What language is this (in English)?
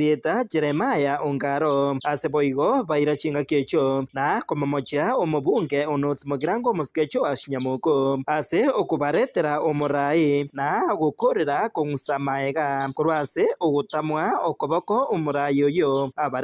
Gusii